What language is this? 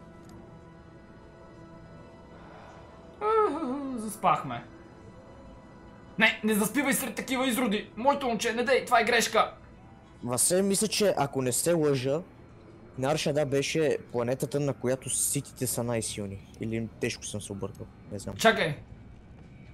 Bulgarian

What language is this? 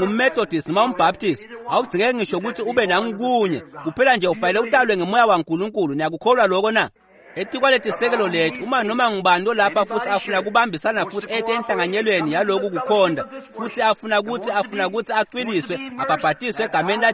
Swati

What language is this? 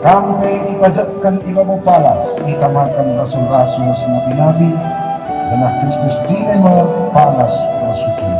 Batak Karo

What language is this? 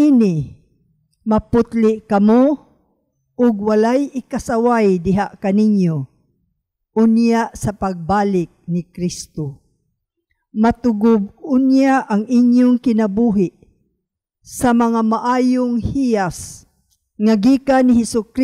Cebuano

